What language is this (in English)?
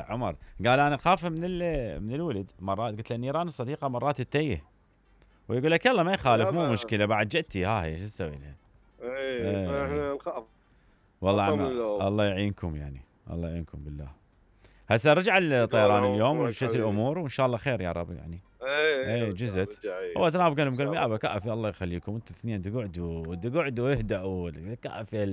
Mesopotamian Arabic